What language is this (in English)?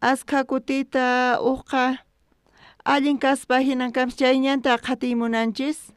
South Bolivian Quechua